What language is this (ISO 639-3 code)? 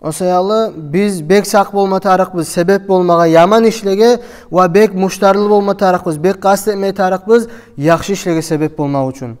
kum